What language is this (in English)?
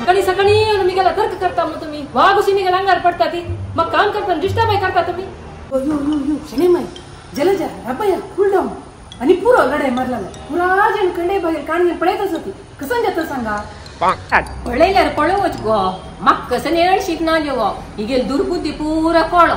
Konkani